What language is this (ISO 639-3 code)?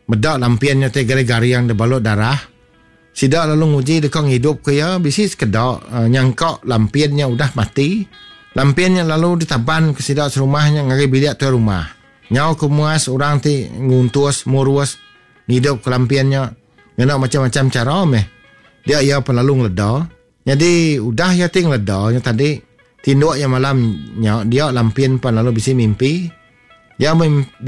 iba